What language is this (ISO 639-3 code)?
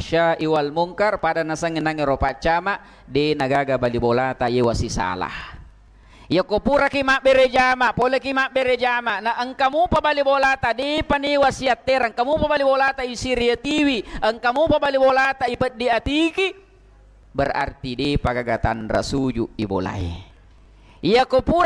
bug